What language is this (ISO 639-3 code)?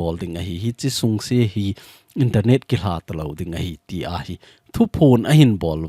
tcz